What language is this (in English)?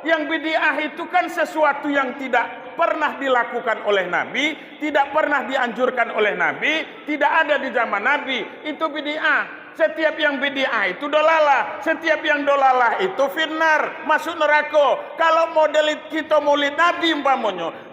Minangkabau